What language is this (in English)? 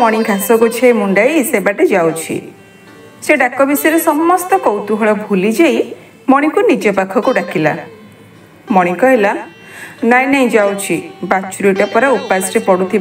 Odia